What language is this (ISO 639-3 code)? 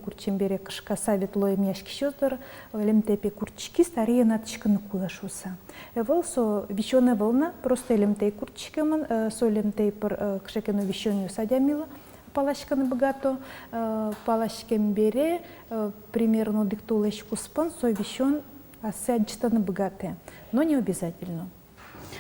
udm